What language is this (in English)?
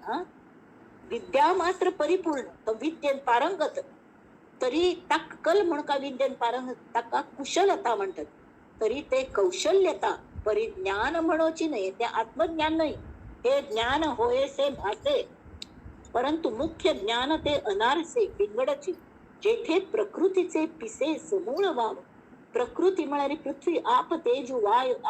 Konkani